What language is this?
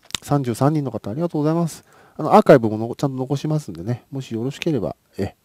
Japanese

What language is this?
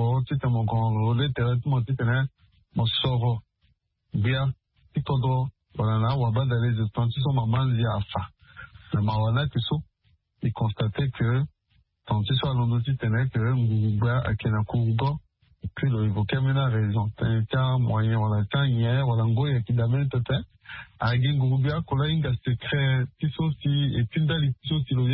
Sango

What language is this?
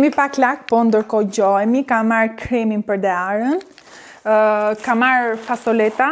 Albanian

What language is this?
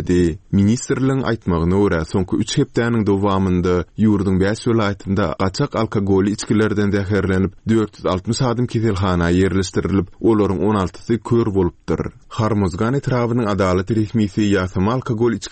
Turkmen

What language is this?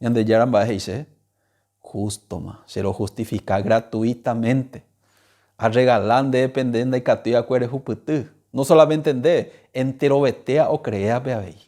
Guarani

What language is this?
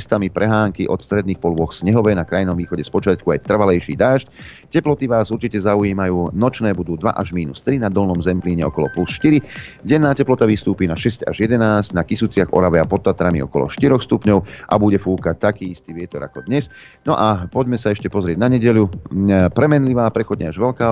Slovak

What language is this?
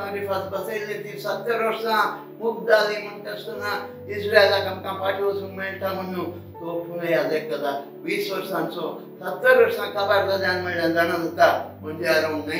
Konkani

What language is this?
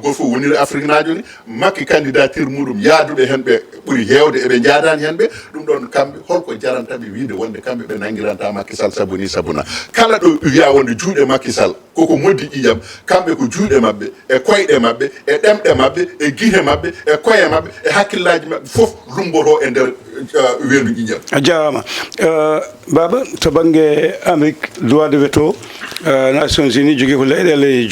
Fula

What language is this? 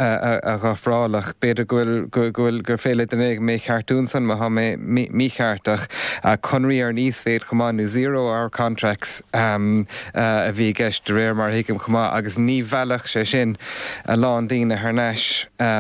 Irish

